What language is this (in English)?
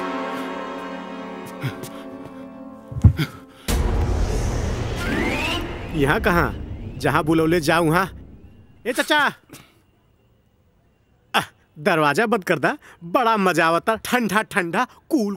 Bhojpuri